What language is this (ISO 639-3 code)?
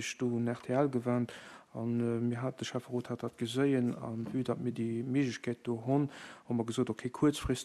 ltz